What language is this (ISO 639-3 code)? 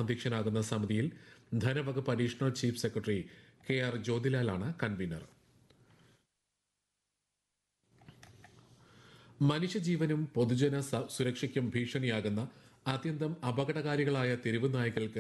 mal